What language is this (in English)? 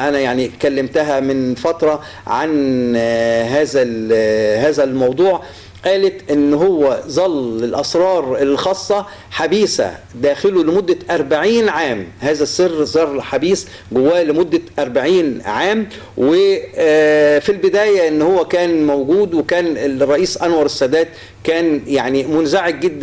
Egyptian Arabic